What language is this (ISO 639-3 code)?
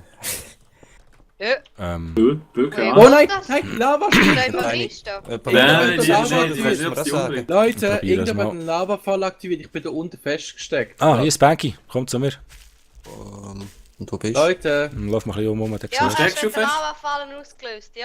gsw